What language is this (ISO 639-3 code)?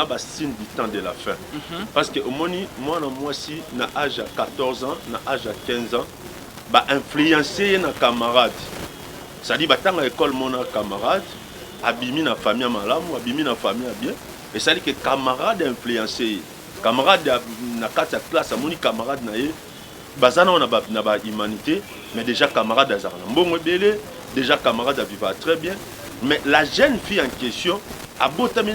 lin